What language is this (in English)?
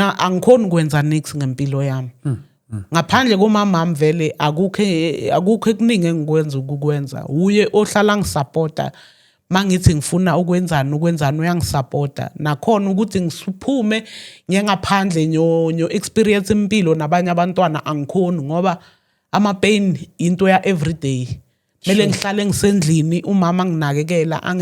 Zulu